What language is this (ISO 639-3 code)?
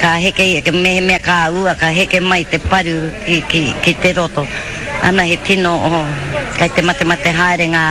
mri